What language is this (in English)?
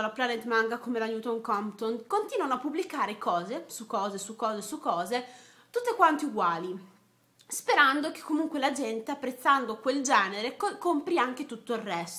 Italian